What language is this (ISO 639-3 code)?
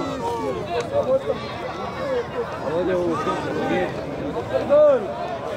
hrv